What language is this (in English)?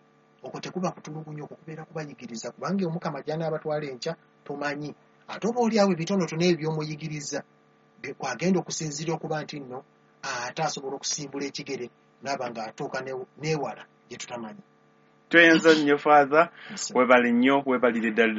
Ganda